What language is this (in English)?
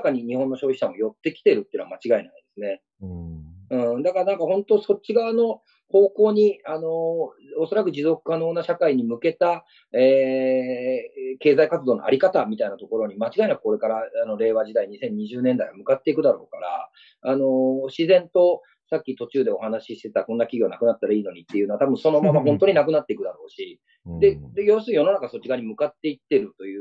Japanese